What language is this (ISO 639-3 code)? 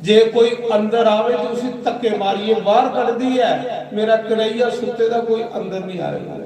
doi